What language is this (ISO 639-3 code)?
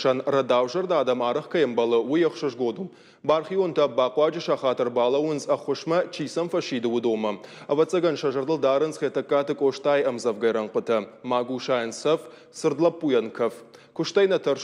oss